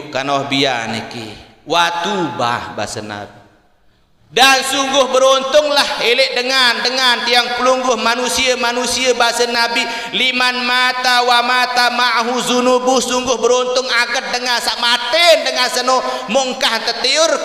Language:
Sasak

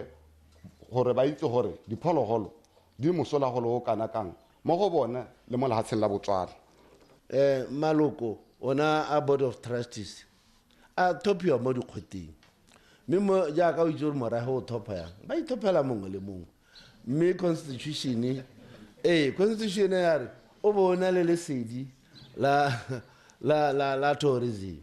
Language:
Tswana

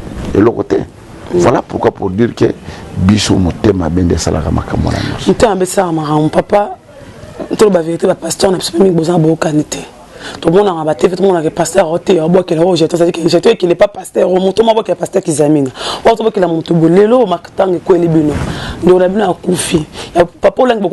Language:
Lingala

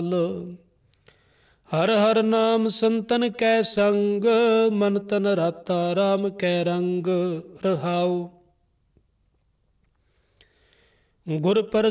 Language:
Punjabi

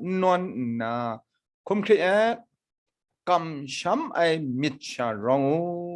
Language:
Kachin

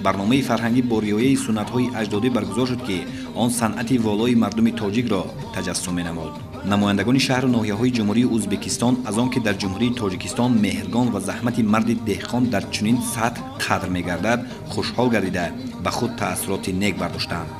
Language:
Tajik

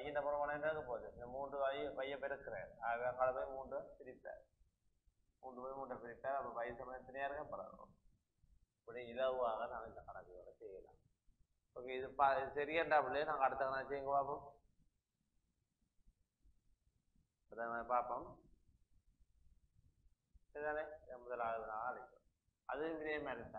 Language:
Tamil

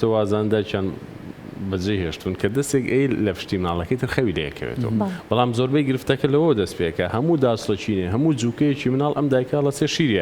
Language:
Central Kurdish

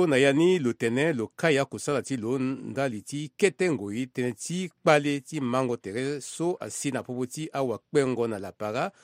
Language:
Sango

